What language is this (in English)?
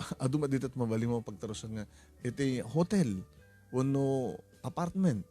Iloko